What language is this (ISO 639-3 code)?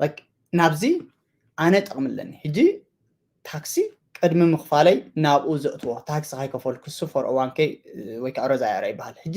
tir